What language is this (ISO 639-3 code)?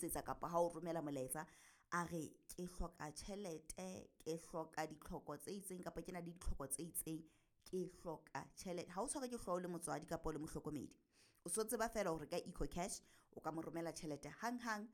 sot